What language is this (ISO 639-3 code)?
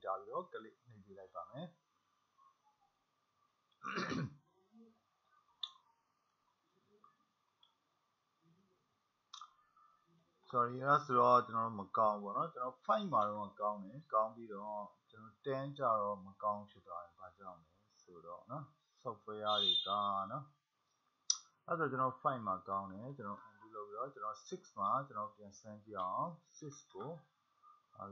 mya